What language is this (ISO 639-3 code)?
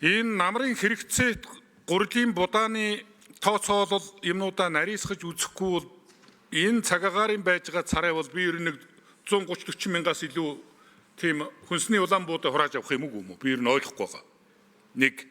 mon